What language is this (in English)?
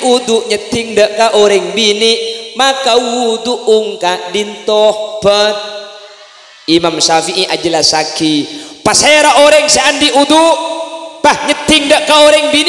Madurese